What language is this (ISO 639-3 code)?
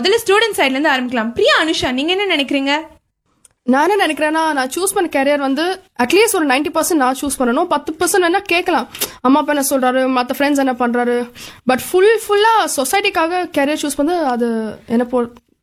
tam